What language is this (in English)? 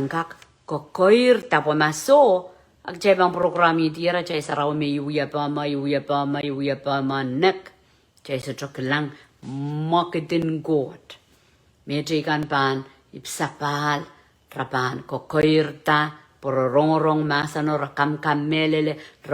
Pohnpeian